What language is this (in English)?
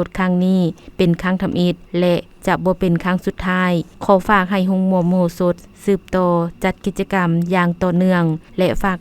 Lao